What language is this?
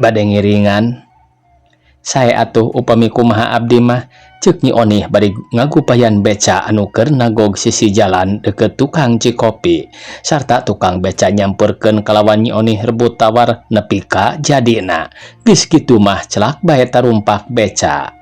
Sundanese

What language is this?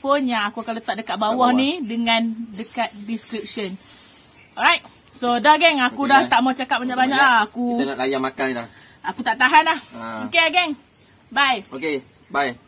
Malay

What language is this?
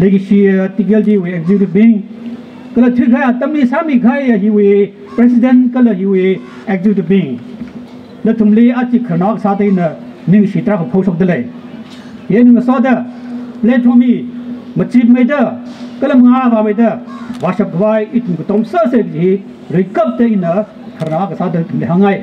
Tangkhul Naga (India)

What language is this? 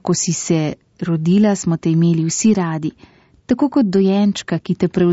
Slovenian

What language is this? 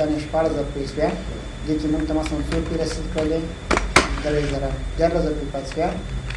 Pashto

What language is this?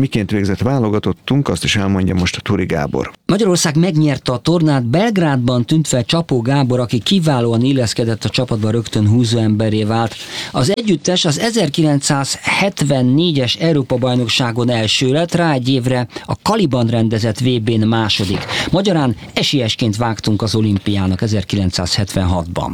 Hungarian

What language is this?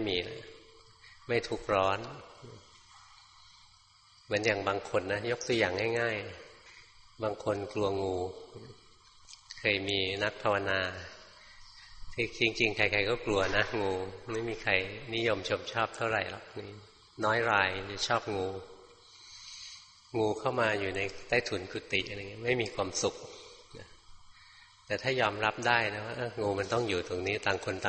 Thai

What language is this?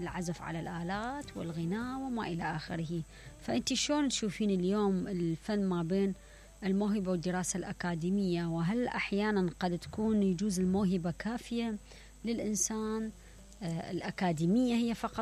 Mesopotamian Arabic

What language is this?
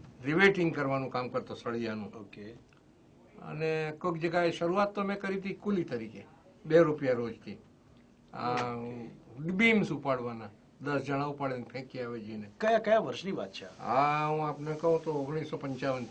Gujarati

